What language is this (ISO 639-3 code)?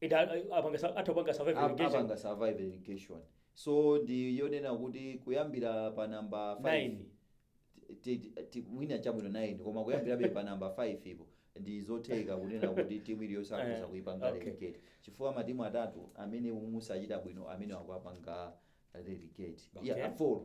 nya